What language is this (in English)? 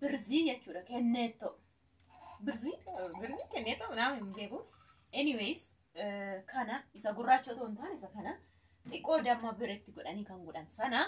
Oromo